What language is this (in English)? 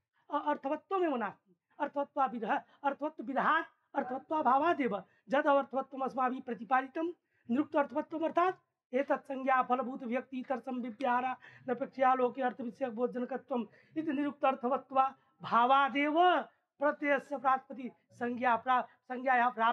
Sanskrit